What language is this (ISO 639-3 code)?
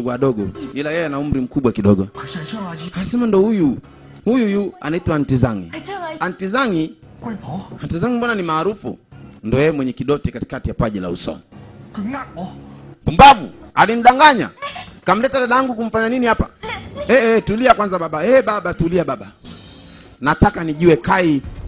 swa